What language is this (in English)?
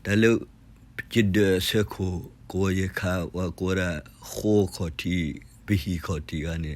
S'gaw Karen